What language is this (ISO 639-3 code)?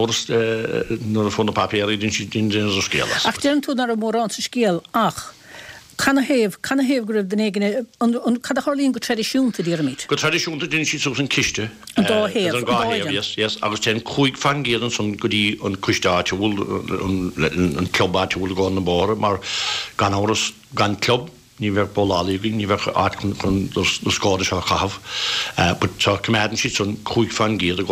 gle